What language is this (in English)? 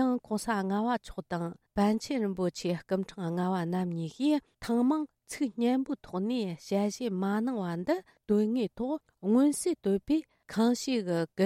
Tibetan